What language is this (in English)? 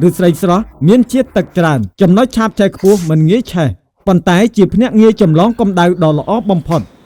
Khmer